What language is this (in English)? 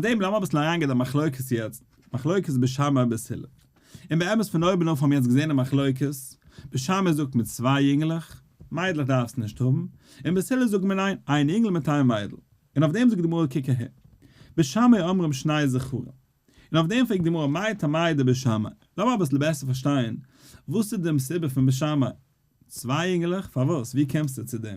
Yiddish